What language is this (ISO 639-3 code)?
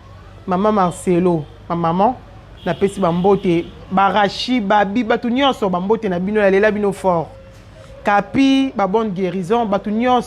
lin